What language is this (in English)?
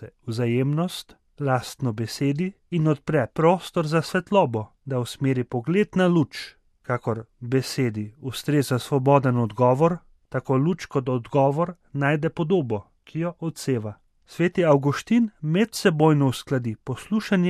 Slovenian